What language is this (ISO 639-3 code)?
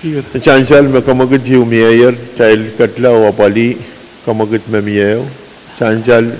pon